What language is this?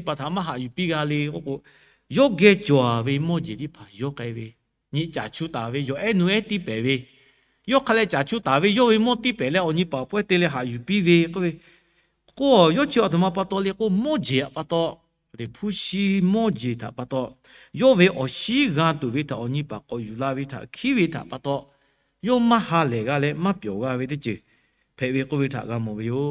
Lahu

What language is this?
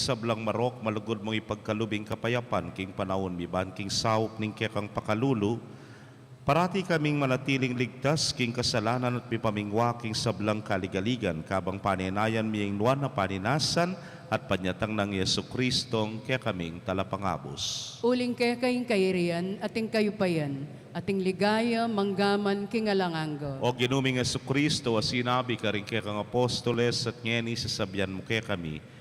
Pampanga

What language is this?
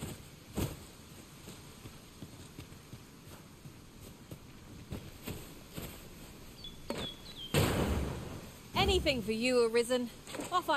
English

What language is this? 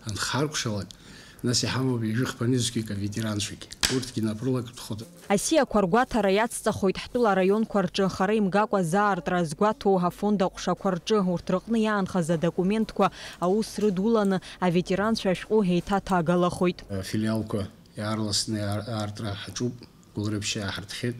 Abkhazian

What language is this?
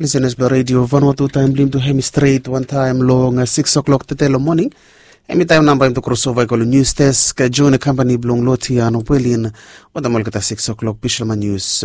Bislama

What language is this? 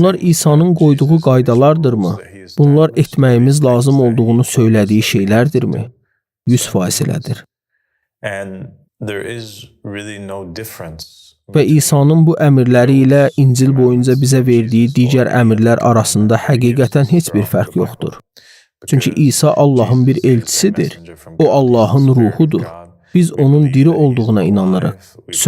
Azerbaijani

